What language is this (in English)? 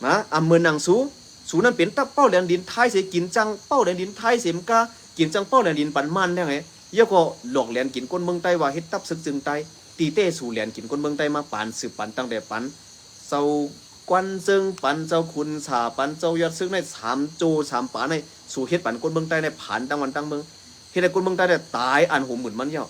Shan